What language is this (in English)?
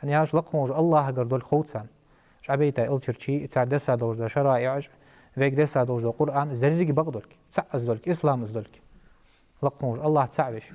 Ingush